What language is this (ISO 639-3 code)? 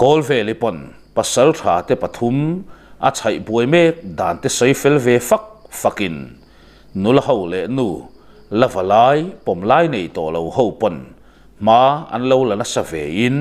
lus